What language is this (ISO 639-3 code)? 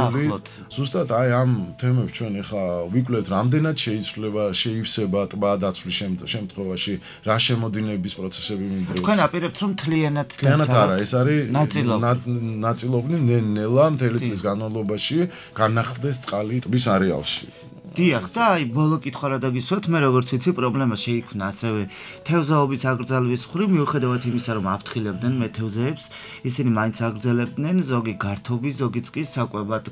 kat